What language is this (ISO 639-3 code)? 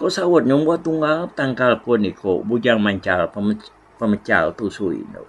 iba